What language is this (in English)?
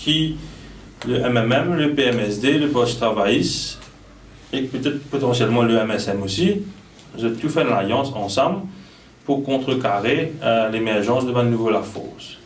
Morisyen